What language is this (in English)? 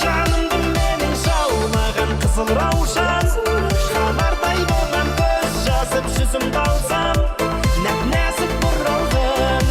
Kara-Kalpak